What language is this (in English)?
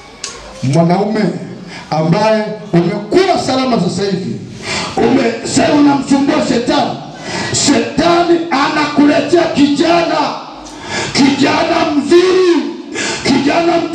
Swahili